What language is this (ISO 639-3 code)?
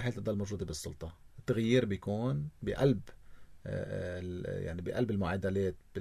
apc